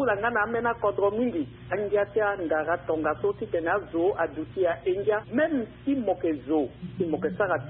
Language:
Sango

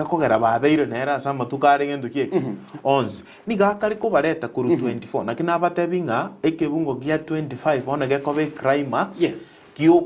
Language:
Gusii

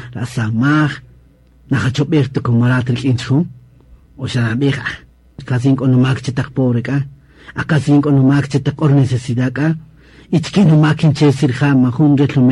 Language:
Kaqchikel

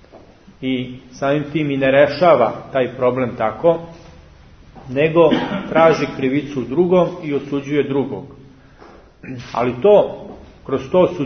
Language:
Serbian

